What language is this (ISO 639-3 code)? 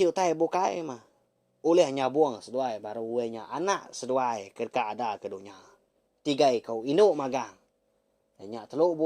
iba